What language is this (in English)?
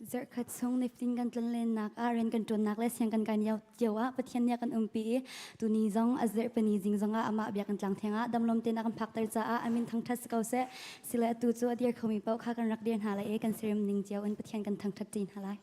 Hakha Chin